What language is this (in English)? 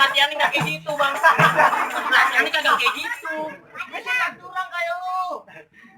Betawi